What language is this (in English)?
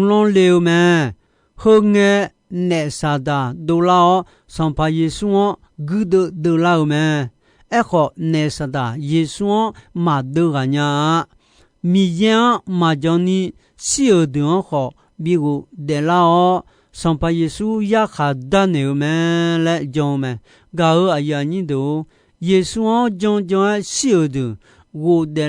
Akha